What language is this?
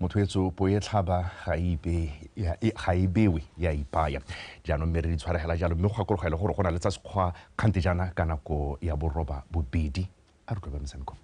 Tswana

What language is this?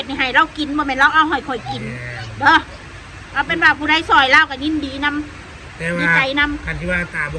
Northeastern Thai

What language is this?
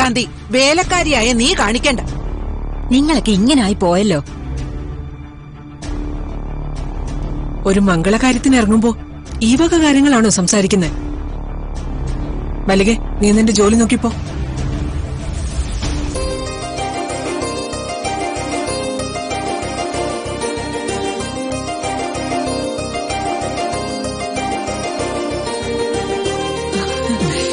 Malayalam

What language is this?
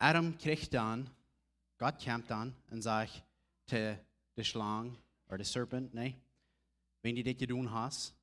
Plautdietsch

